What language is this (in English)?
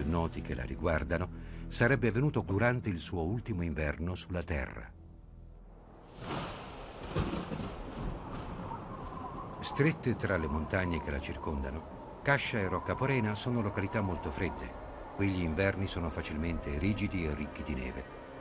Italian